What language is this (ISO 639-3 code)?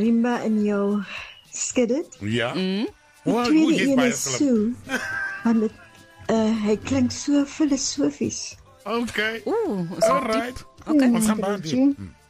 afr